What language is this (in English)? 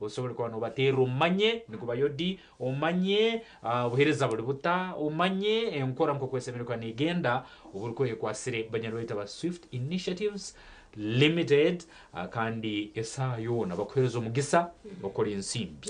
Nyankole